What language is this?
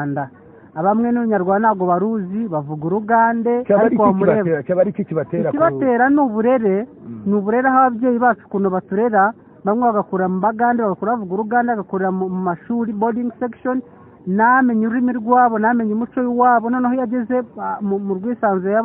Kinyarwanda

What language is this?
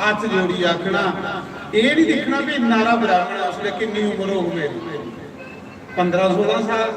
Dogri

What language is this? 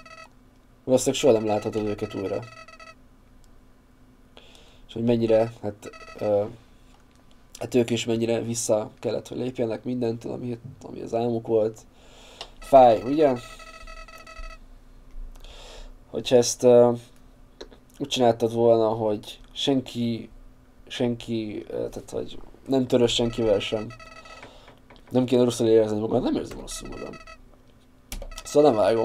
Hungarian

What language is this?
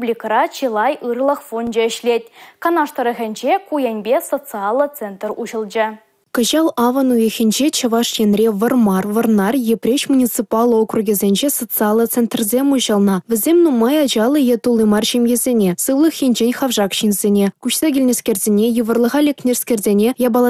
Chuvash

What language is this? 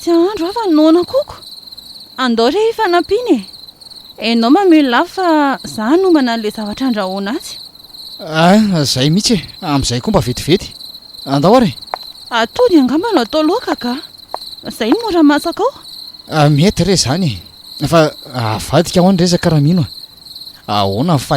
Malagasy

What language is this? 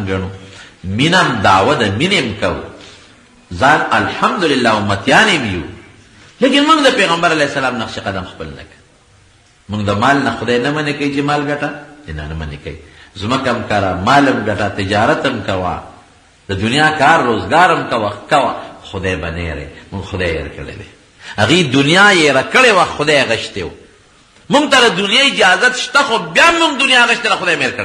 Pashto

